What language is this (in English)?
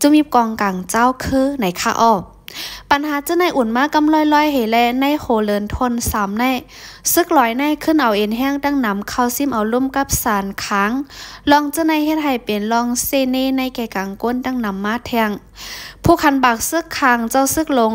Shan